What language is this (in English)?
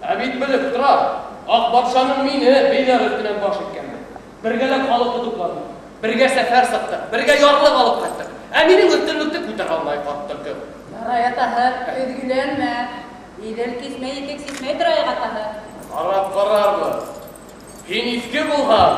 Bashkir